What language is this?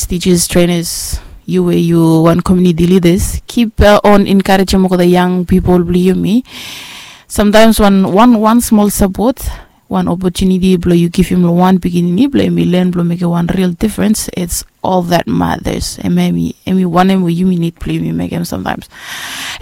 Bislama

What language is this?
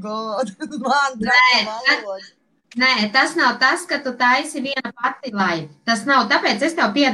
Latvian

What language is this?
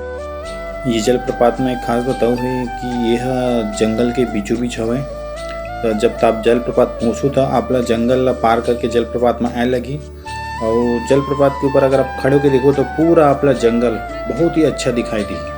Chhattisgarhi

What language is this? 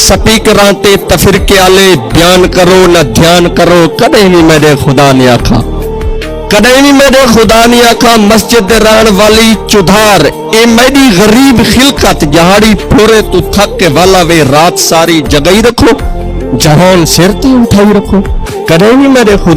Saraiki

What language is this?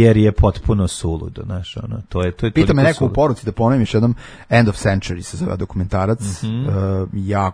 Serbian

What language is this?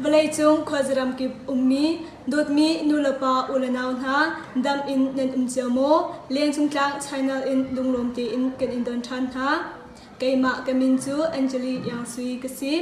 Hakha Chin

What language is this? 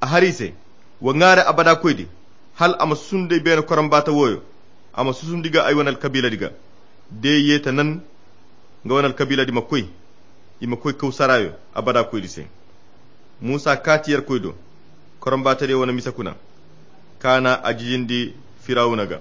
Koyra Chiini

